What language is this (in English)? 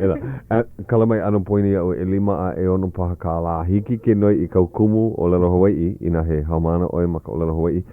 Hawaiian